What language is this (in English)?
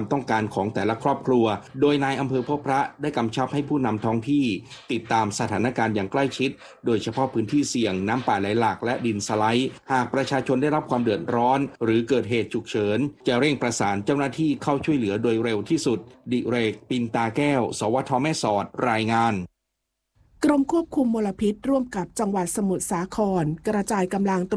Thai